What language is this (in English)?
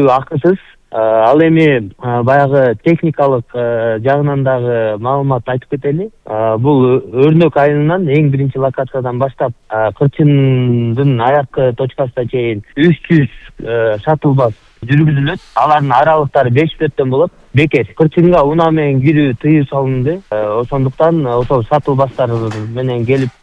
Kyrgyz